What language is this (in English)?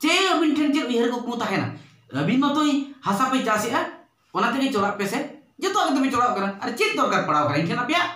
Santali